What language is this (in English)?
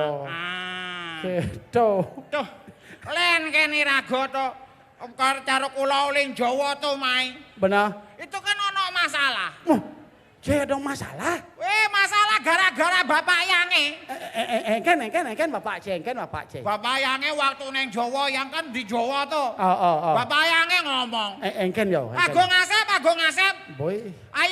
Balinese